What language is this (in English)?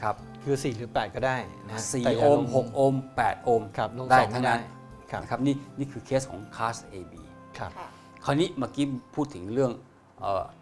Thai